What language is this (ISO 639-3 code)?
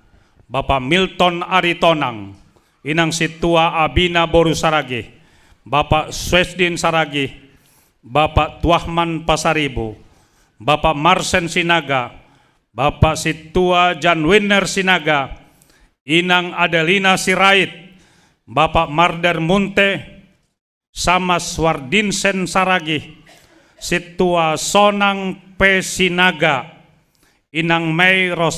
bts